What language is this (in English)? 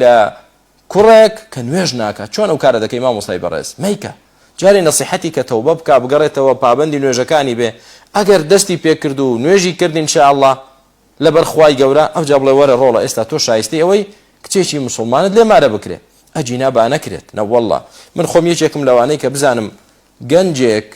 Central Kurdish